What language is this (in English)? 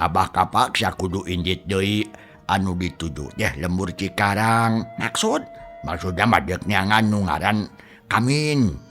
Sundanese